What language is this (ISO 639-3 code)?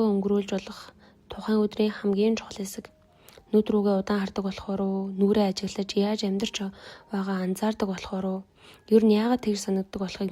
mon